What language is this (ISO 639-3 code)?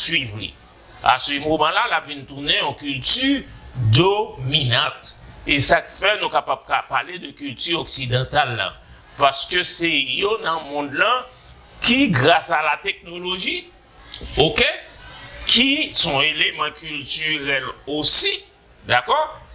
hat